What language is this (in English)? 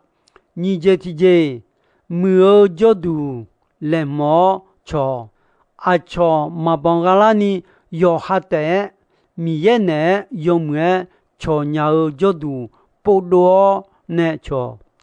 Akha